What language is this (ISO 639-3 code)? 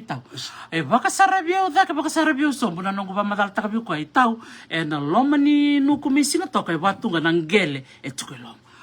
fij